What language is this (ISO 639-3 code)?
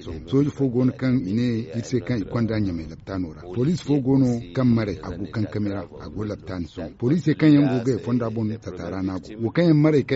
dje